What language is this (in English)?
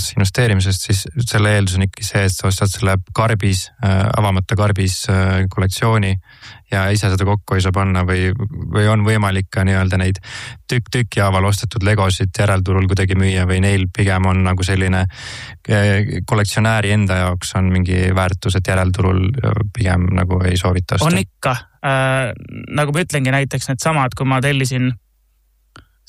Estonian